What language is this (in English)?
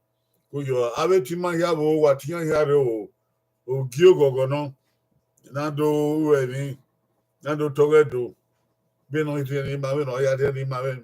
Bini